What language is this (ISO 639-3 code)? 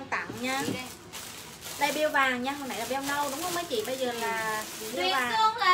vie